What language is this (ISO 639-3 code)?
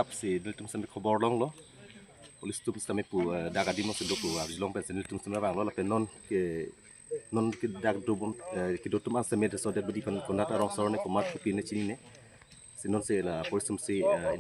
mjw